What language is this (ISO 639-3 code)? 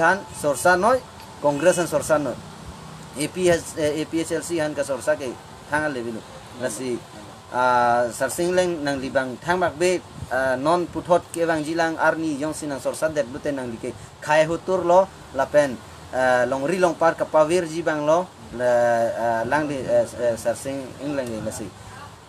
mjw